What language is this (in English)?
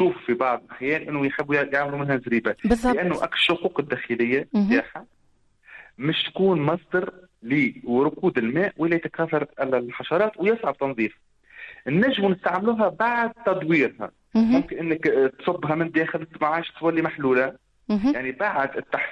Tunisian Arabic